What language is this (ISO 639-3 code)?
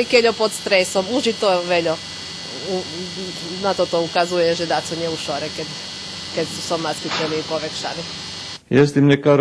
rue